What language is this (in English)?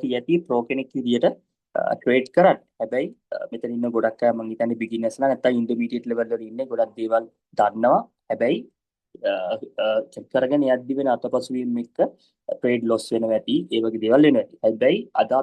Sinhala